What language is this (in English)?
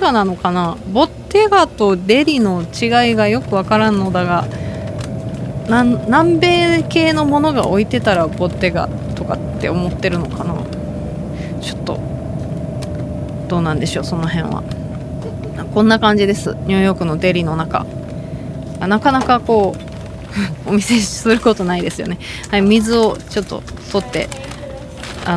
Japanese